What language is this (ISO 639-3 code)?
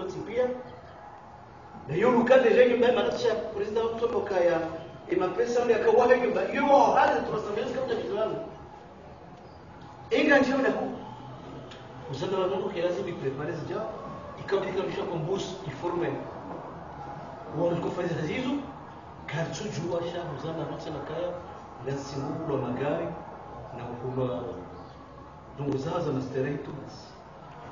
swa